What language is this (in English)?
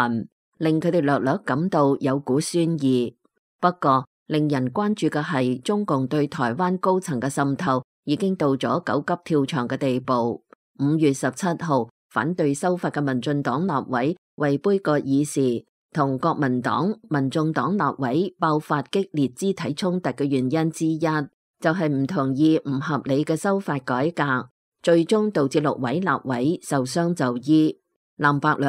Cantonese